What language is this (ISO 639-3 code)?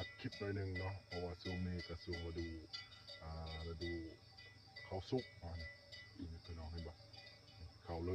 lao